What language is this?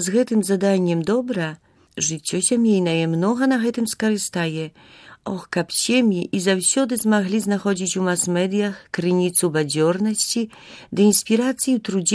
Belarusian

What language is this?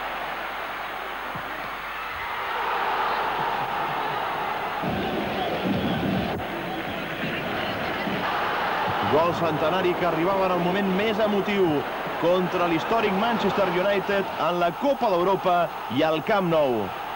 Catalan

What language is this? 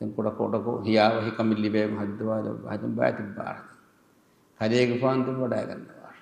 Divehi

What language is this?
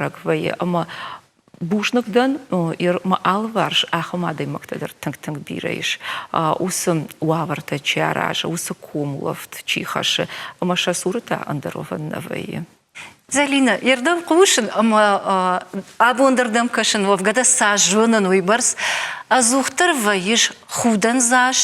Ossetic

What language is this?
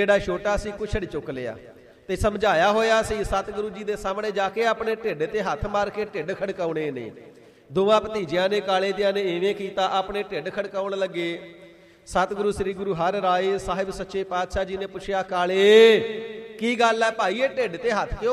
Punjabi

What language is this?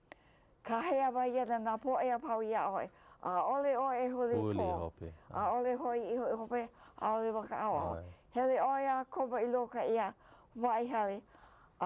Hawaiian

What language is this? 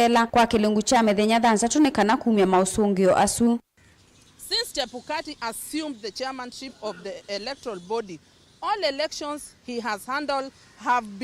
Kamba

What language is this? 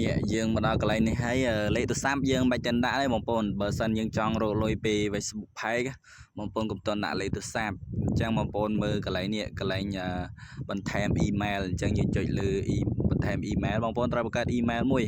Khmer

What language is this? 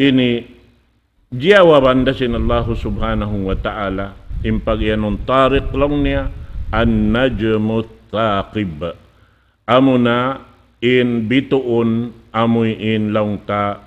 Tausug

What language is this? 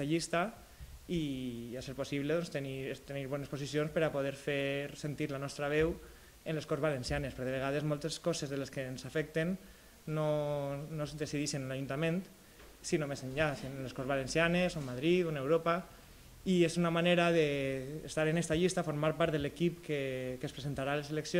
Catalan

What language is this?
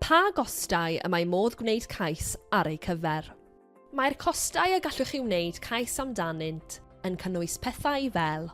Welsh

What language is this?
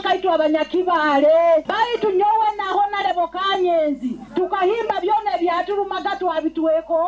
Nyoro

